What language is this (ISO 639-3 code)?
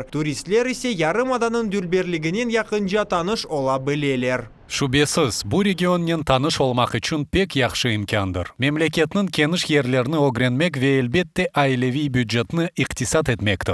crh